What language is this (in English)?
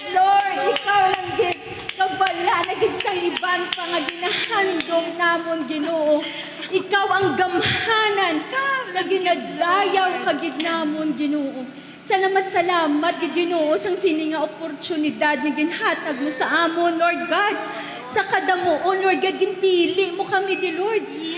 Hiligaynon